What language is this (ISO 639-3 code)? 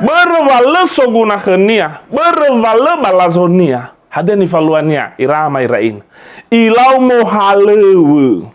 nia